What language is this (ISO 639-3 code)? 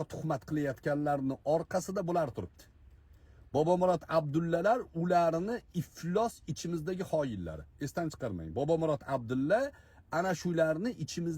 uzb